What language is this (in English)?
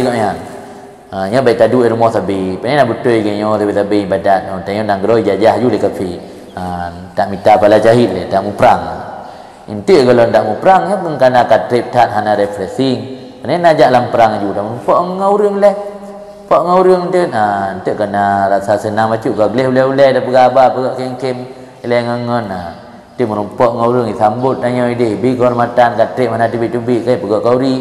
Achinese